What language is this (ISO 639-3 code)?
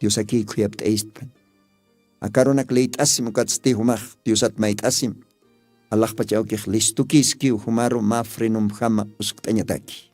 aym